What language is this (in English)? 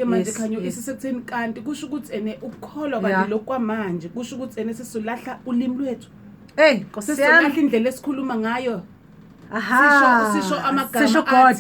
Zulu